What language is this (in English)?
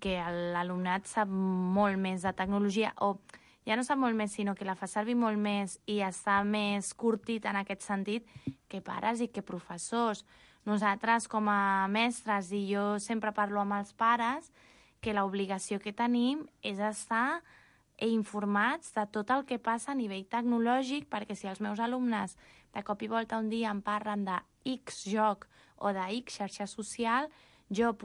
Catalan